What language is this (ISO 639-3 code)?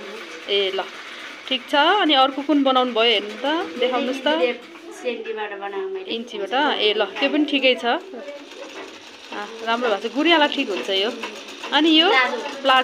nep